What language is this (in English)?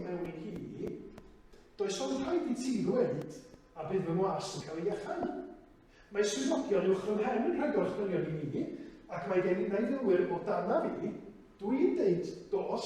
Welsh